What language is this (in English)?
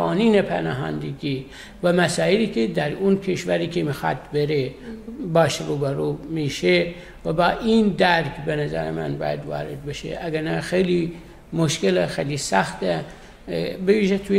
Persian